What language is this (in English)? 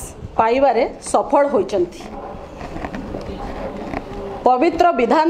Odia